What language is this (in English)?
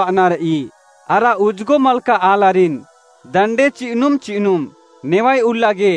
Kurukh